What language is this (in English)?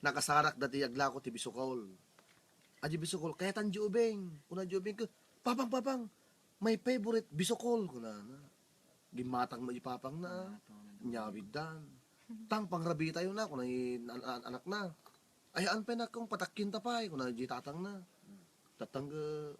Iloko